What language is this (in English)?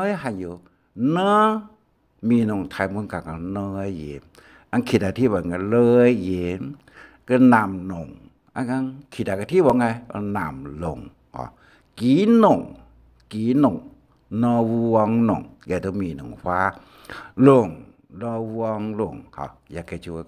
Hakka Chinese